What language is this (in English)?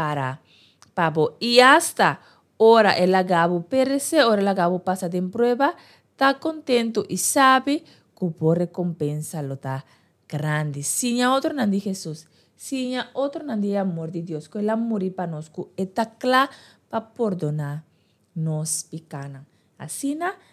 Papiamento